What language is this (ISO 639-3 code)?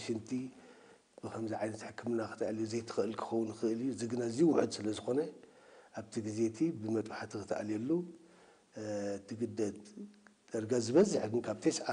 tir